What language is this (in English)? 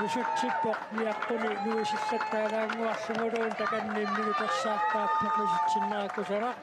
Kalaallisut